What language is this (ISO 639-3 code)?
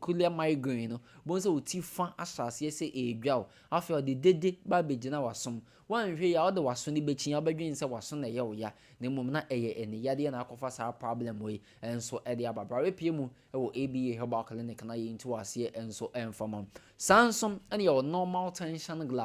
aka